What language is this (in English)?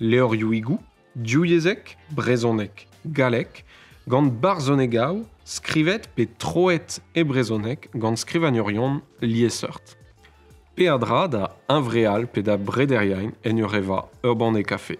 Breton